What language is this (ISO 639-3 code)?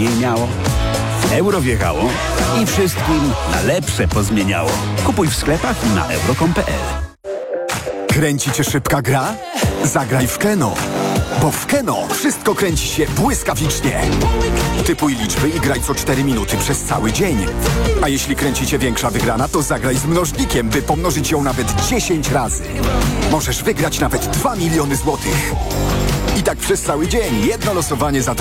pol